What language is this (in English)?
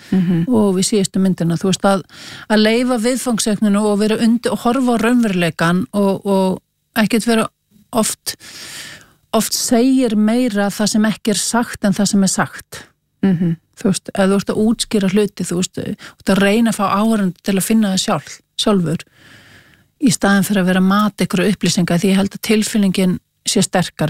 Icelandic